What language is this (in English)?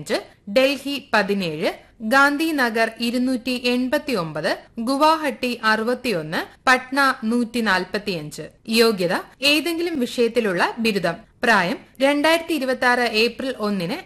Malayalam